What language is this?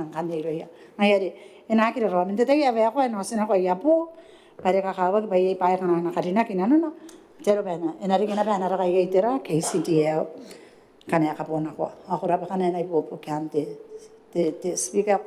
Gilbertese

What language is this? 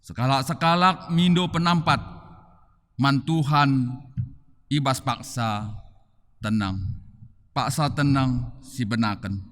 Batak Karo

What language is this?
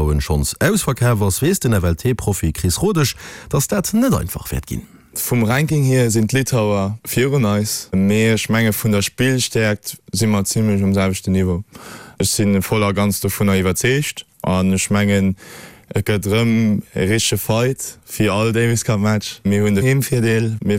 Luxembourgish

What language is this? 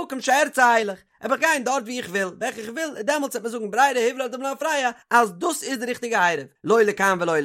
Yiddish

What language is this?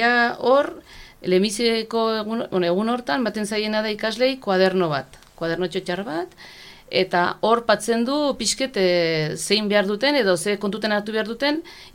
Basque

